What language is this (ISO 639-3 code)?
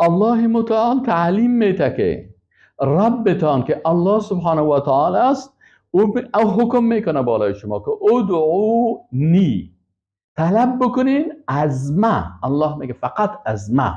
fas